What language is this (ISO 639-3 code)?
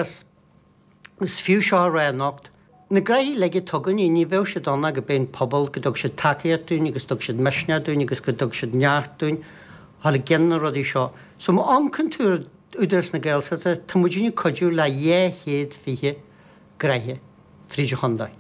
gle